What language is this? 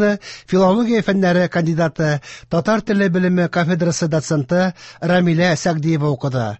Tatar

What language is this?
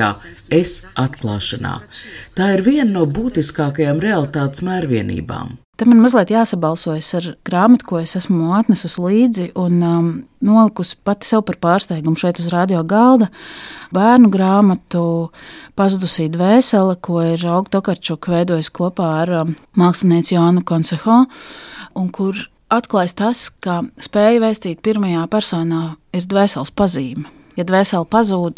Latvian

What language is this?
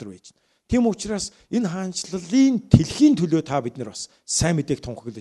Mongolian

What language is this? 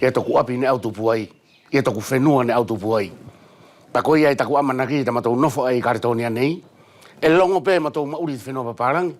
Wallisian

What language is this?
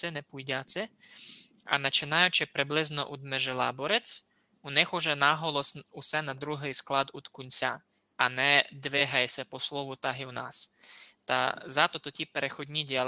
Rusyn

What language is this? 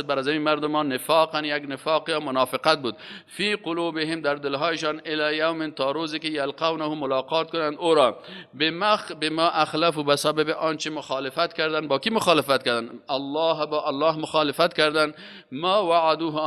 Persian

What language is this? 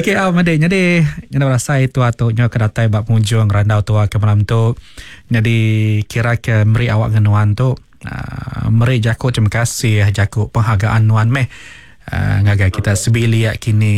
Iban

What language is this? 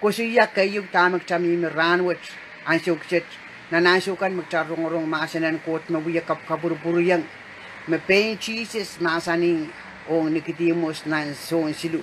Pohnpeian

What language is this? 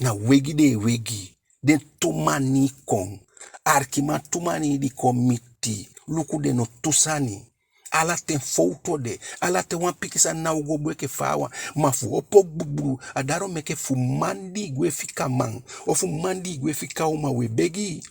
Eastern Maroon Creole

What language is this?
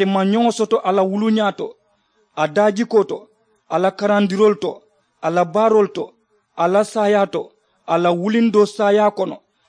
Mandingo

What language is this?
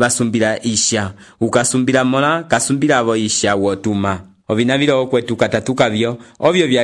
Umbundu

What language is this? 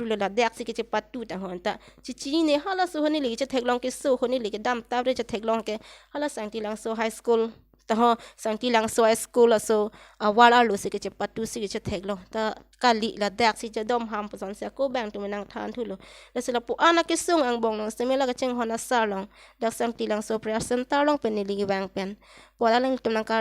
Karbi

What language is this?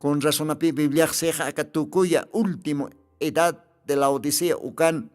Aymara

